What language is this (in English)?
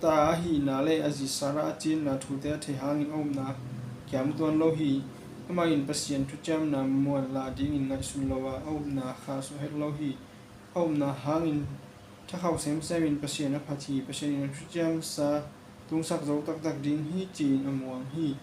Tedim Chin